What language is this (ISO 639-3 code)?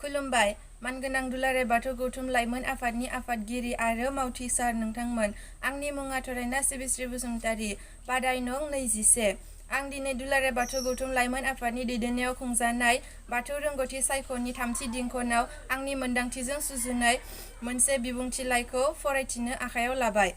brx